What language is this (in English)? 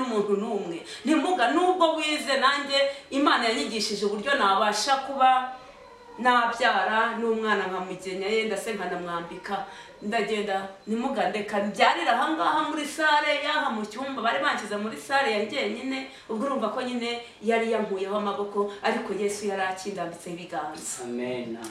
Kinyarwanda